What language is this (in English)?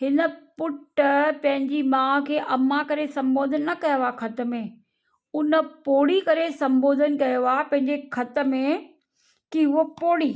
Sindhi